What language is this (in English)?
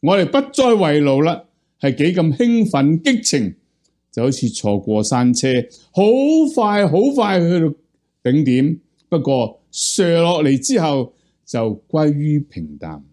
Cantonese